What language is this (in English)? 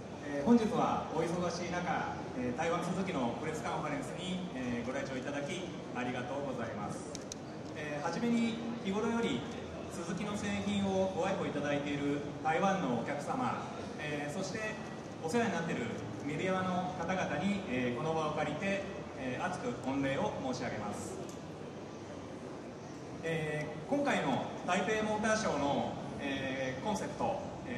Japanese